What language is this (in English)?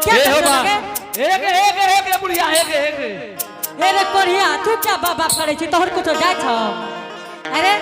Angika